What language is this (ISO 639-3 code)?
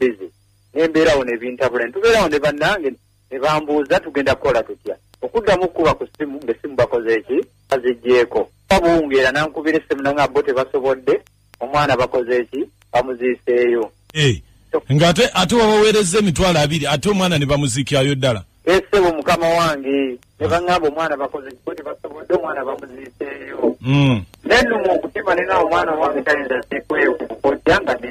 lug